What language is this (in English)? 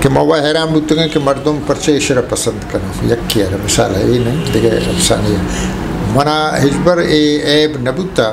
Eastern Balochi